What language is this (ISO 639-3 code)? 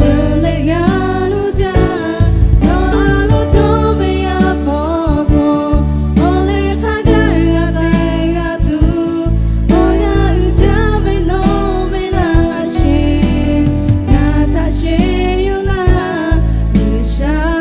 lhu